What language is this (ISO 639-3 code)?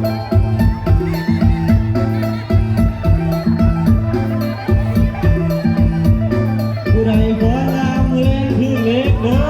lao